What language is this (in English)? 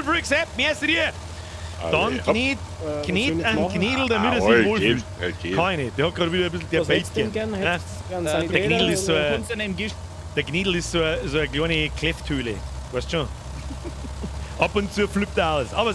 Bavarian